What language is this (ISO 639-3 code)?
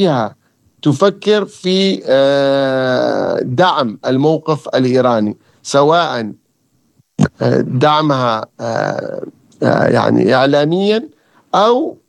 ara